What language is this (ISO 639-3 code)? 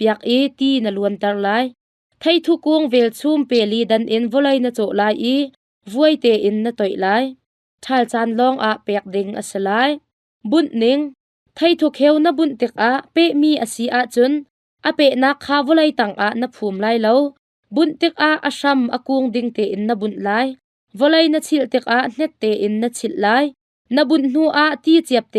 cnh